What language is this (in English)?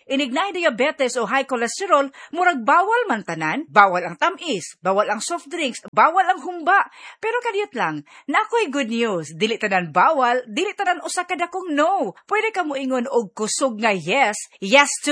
Cebuano